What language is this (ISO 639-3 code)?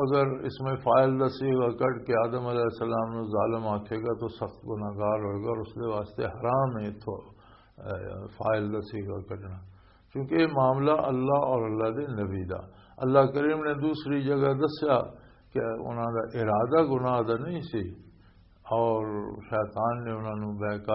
lah